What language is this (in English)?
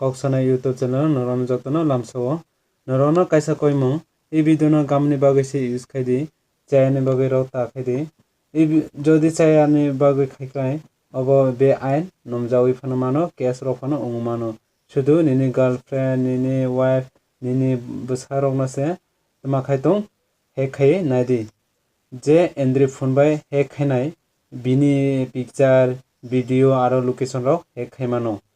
Kok Borok